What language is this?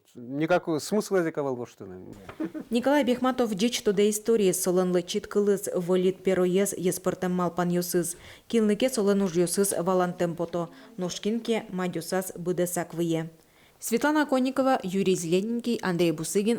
Udmurt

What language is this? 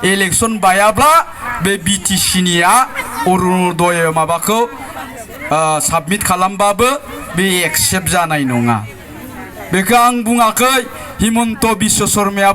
Bodo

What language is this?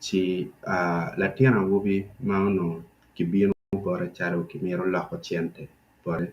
Acoli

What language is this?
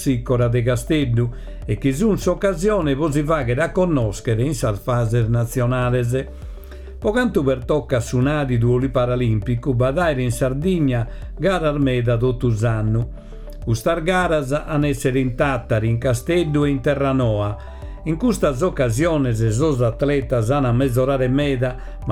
Sardinian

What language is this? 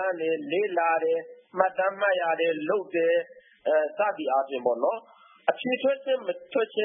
Burmese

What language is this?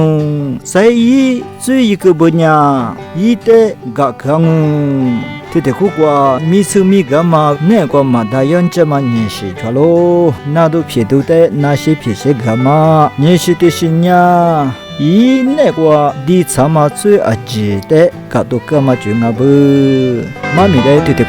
Lisu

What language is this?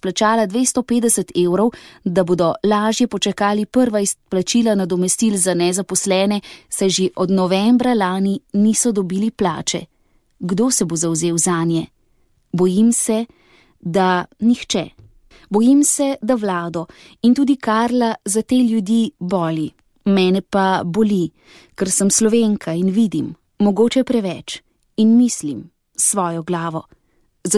Slovenian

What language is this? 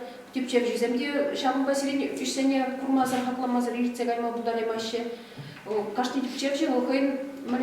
Chuvash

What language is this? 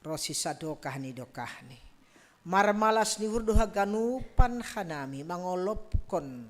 Batak Simalungun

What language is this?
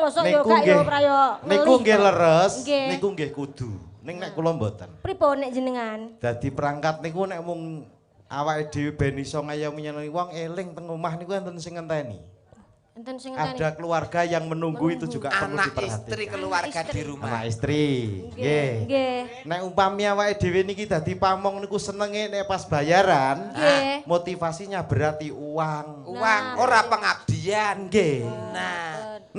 Javanese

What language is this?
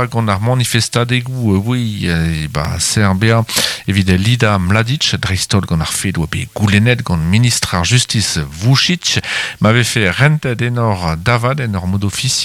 Breton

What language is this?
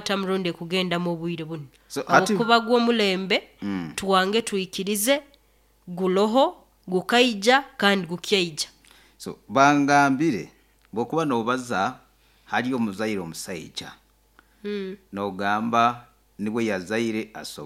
Nyoro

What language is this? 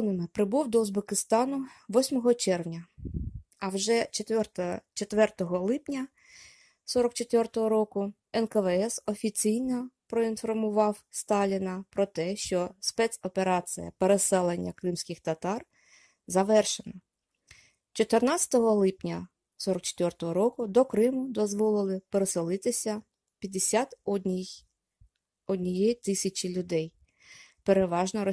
Ukrainian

